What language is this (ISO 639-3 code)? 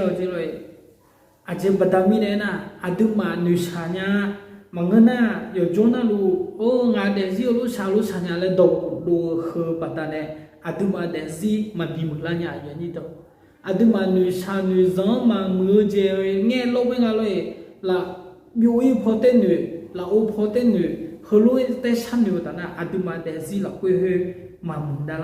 ahk